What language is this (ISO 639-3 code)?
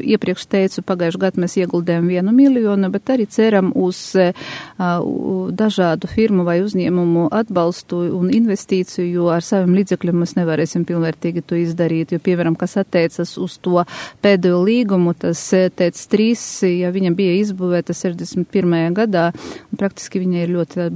lav